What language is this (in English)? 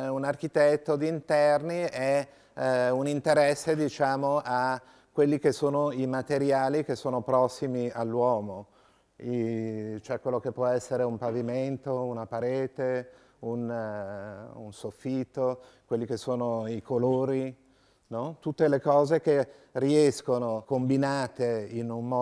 Italian